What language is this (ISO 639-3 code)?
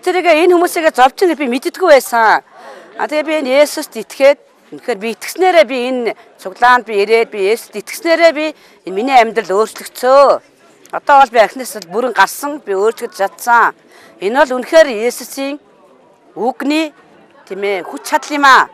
mon